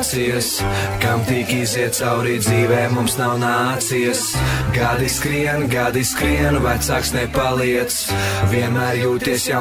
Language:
Latvian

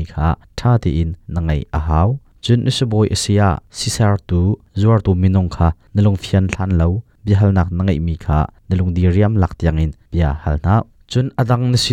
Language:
Hakha Chin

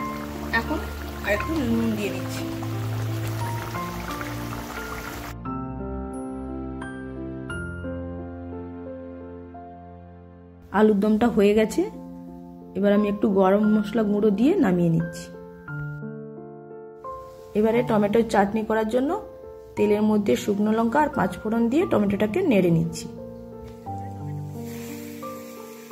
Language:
Bangla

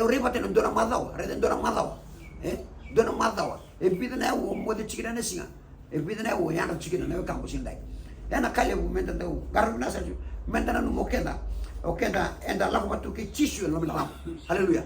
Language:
Fijian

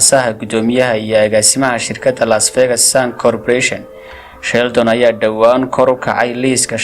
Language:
Somali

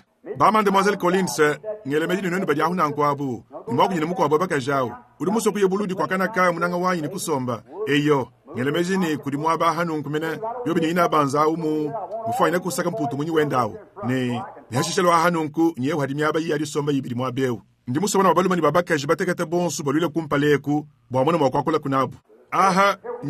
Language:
Luba-Lulua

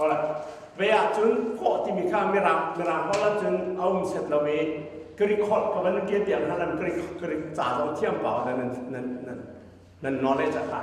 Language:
Hakha Chin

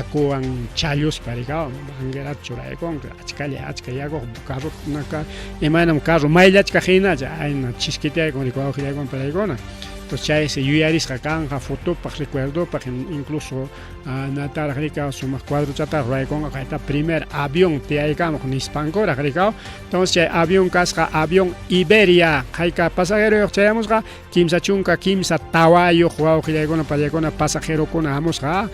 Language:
Ayacucho Quechua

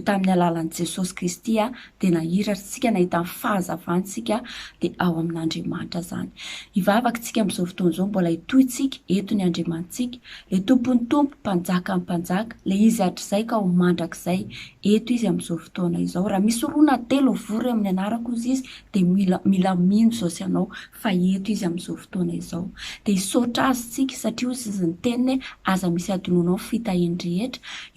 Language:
Malagasy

